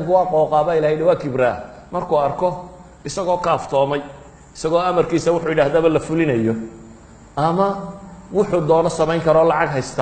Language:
Somali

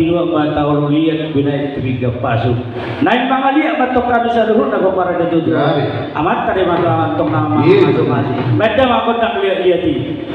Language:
Batak Toba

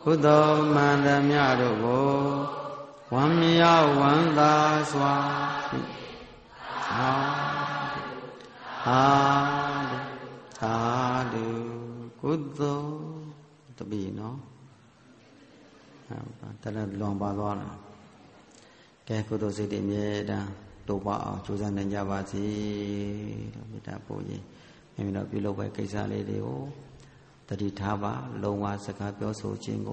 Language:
Burmese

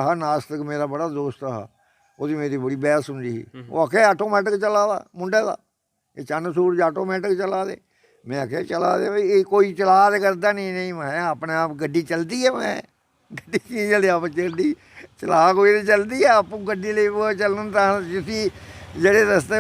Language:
Dogri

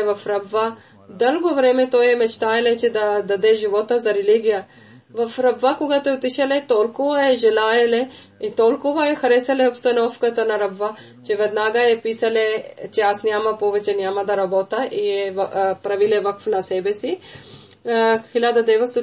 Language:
Bulgarian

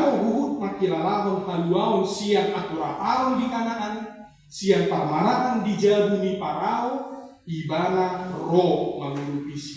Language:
Batak Toba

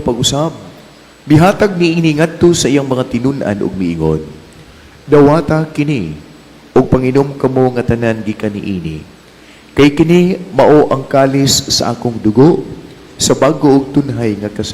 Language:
Cebuano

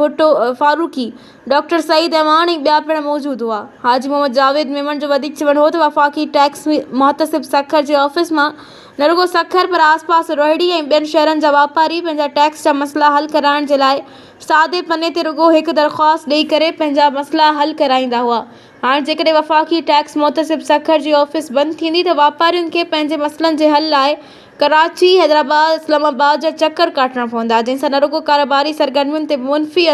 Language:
Sindhi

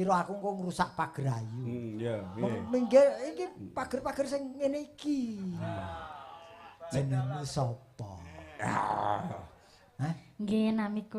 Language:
Javanese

